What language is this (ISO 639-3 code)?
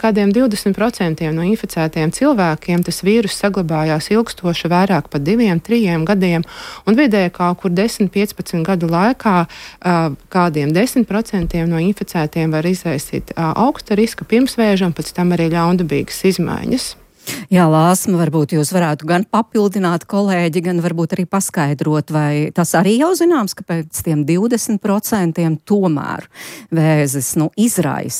lav